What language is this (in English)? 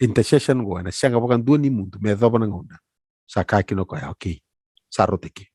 Fijian